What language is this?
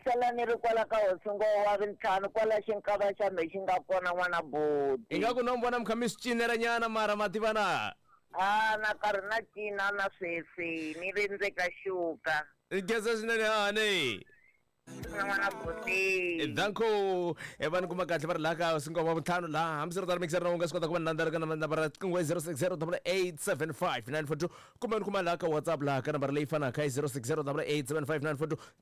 Tsonga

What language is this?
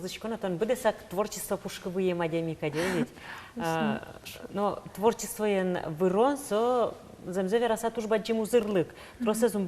Udmurt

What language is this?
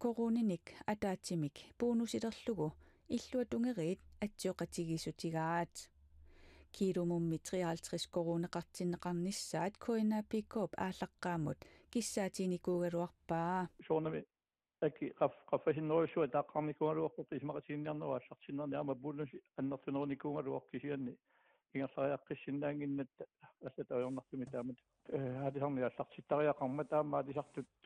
Kalaallisut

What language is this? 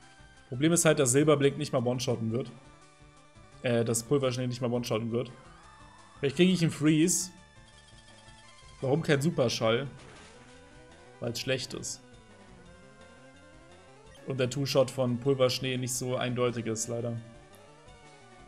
German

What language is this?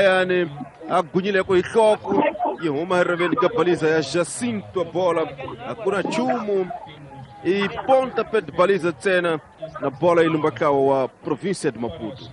Tsonga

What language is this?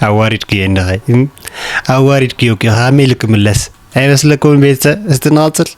Tigrinya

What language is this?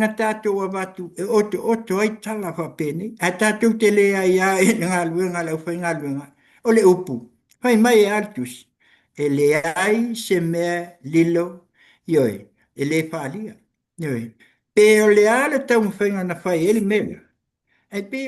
Samoan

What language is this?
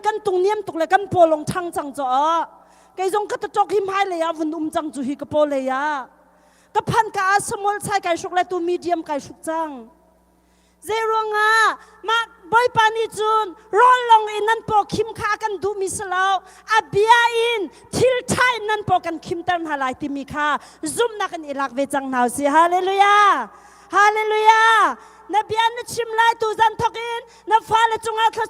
Hakha Chin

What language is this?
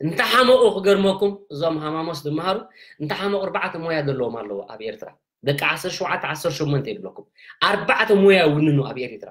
Tigrinya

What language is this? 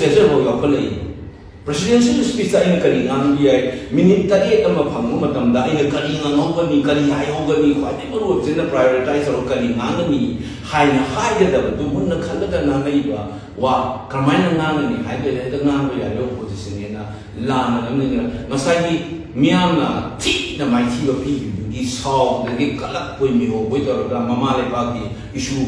Manipuri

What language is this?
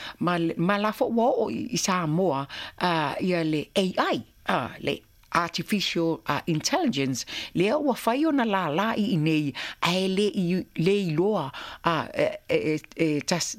Samoan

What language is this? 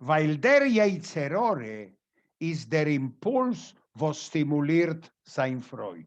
Yiddish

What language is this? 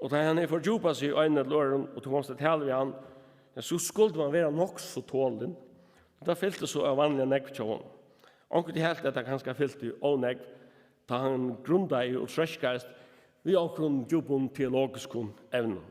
Faroese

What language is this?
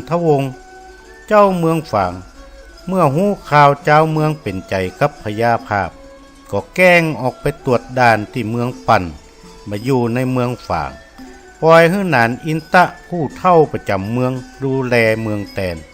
Northern Thai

